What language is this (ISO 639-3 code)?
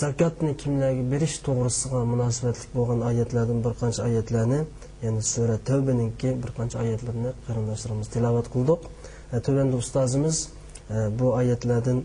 uig